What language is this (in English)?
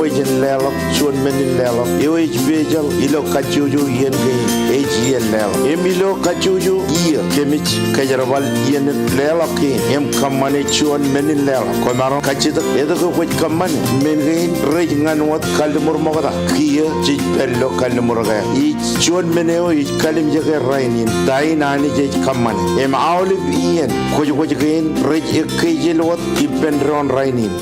Marshallese